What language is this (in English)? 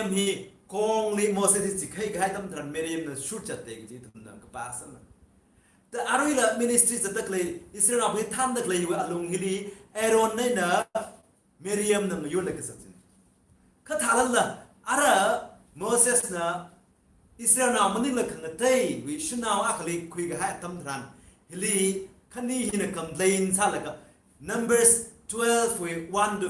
Tangkhul Naga (India)